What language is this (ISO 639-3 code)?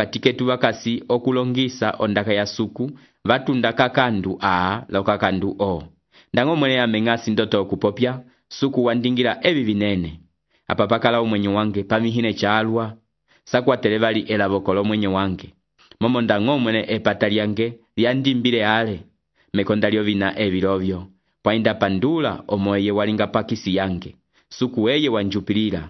umb